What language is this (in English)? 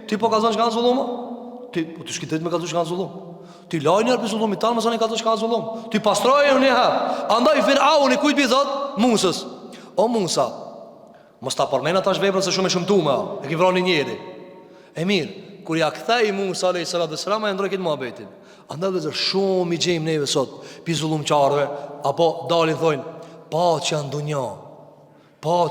Albanian